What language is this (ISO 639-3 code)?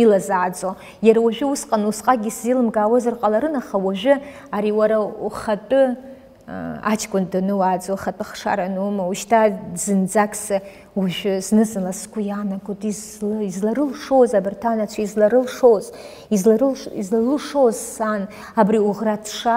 abk